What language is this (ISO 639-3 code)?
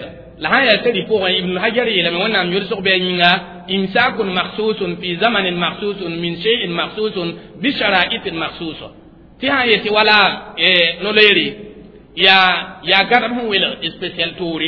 mos